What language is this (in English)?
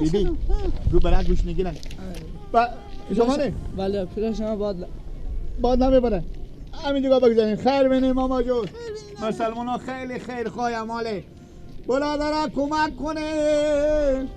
Persian